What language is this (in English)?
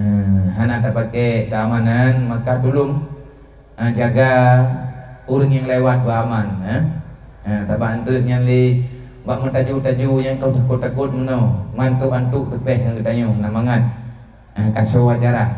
Achinese